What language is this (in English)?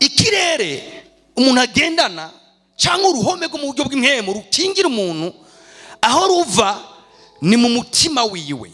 Rundi